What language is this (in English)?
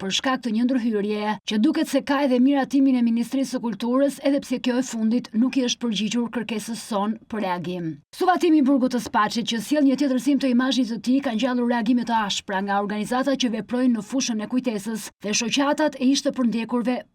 Albanian